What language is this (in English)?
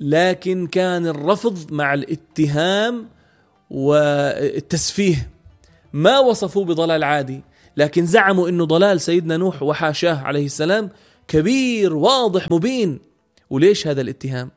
North Levantine Arabic